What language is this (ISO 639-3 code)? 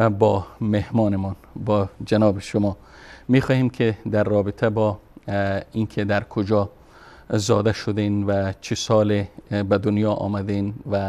fas